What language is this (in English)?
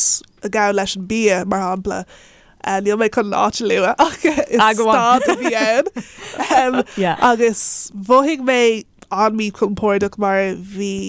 Irish